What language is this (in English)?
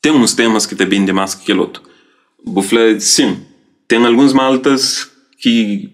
Kabuverdianu